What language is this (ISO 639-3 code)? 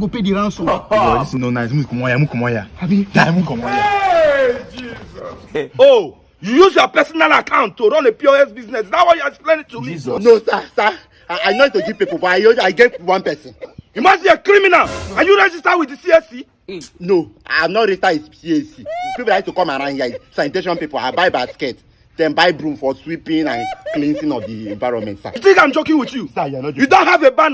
pcm